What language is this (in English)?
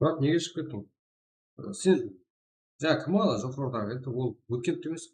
Kara-Kalpak